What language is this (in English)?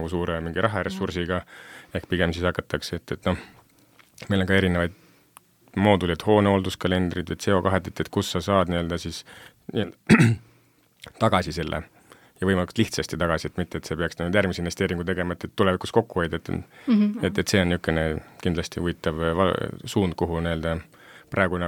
Estonian